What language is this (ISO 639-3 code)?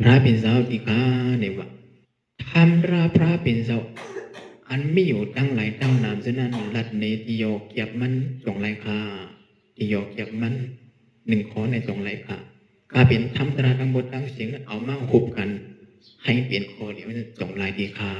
shn